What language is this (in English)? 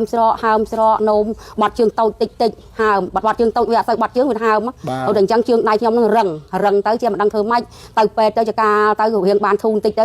Khmer